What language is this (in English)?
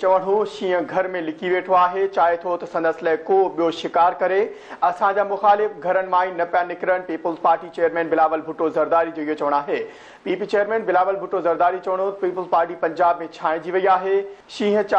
Sindhi